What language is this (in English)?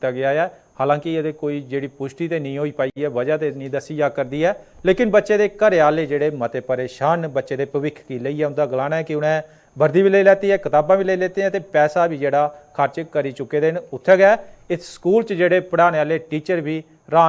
Dogri